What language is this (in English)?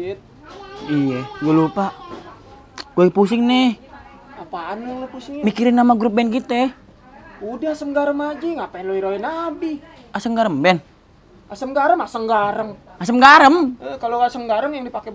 Betawi